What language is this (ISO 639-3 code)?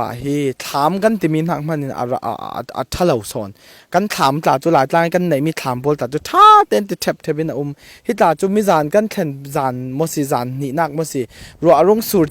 cfm